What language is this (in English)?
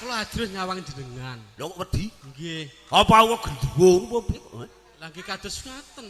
Javanese